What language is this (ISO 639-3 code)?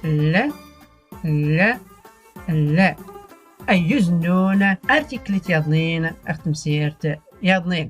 shi